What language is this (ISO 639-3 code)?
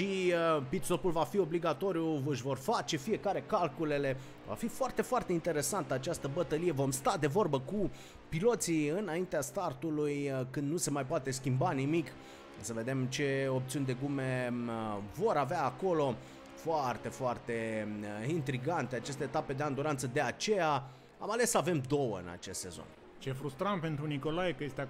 ron